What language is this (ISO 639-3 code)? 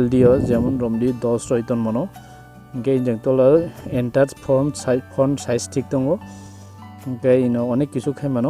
trp